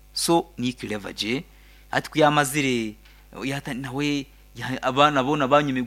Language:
Nyankole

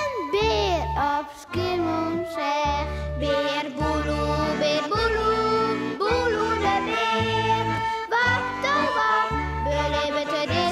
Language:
Western Frisian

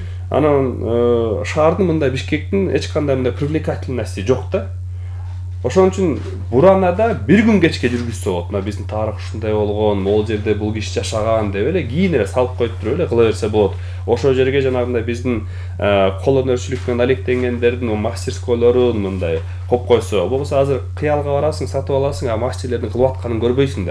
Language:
Kyrgyz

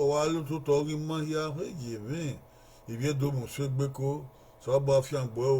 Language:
Bini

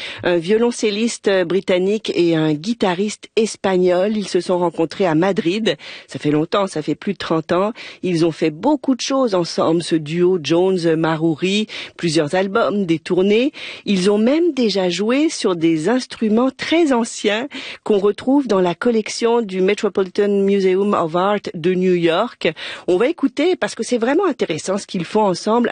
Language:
French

